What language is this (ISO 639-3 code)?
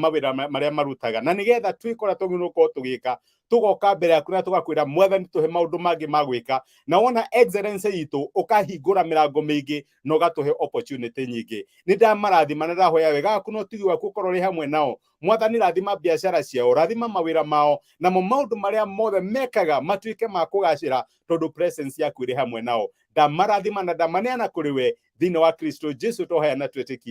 kik